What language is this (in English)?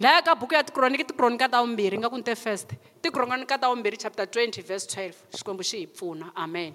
Tsonga